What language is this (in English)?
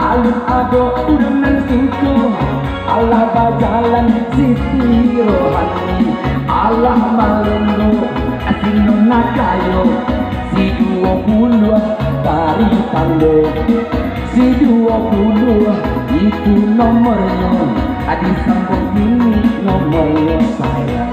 Minangkabau